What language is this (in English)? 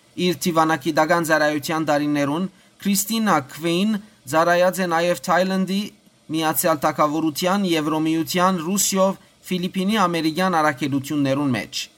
Western Armenian